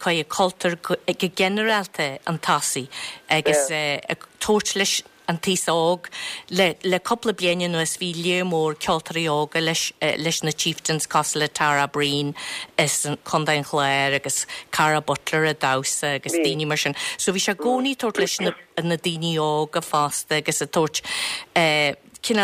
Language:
Irish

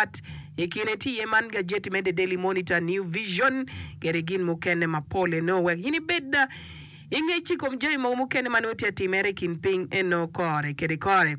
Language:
Acoli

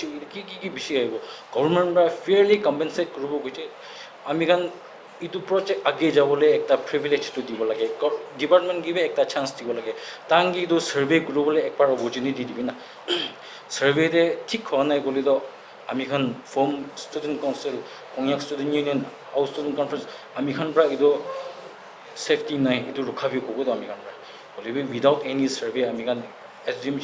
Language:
Naga Pidgin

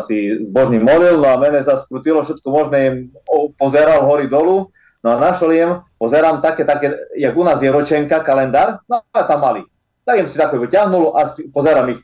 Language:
Slovak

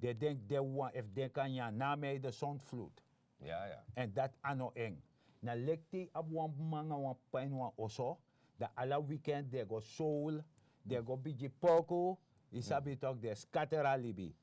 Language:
Sranan Tongo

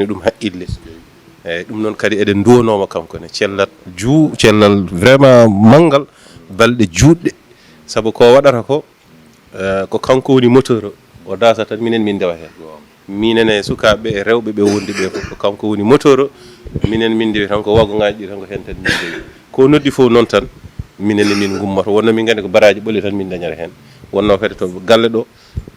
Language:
Fula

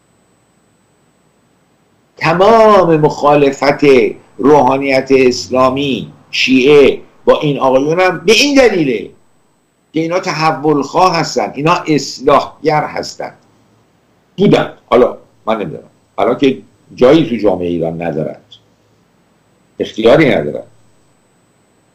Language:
Persian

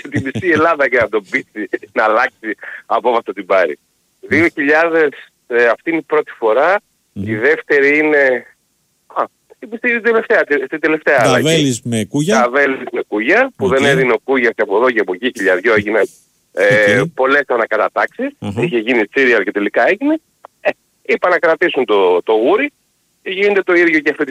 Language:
Greek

